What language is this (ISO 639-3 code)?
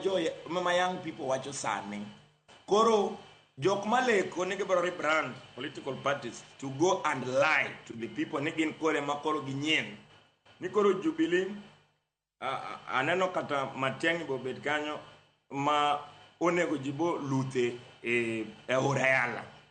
luo